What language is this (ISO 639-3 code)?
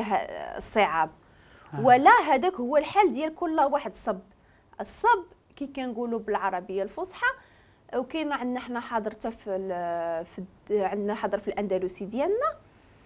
ary